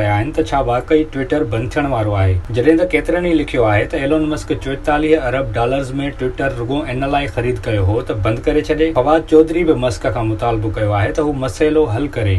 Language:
Sindhi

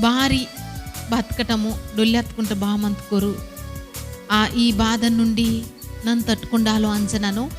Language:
Koya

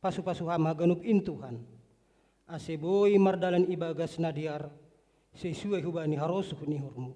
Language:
Batak Simalungun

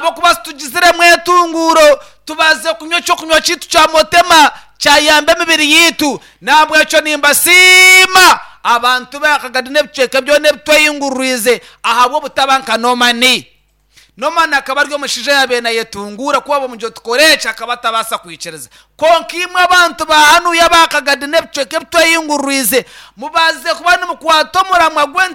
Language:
Nyankole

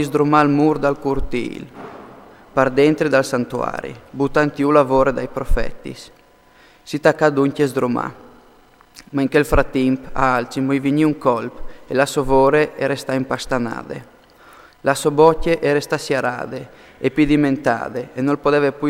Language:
Friulian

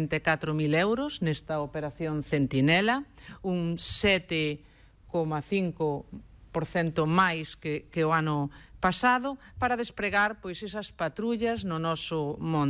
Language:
Galician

